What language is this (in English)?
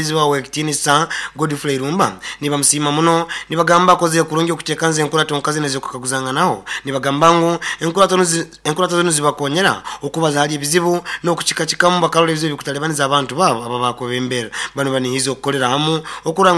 Nyoro